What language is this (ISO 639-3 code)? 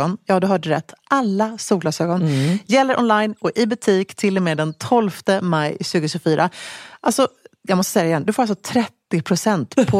swe